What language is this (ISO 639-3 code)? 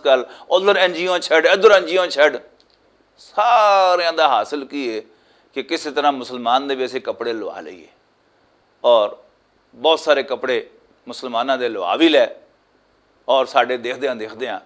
lah